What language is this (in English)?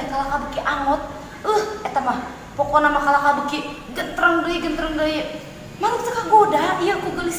Sundanese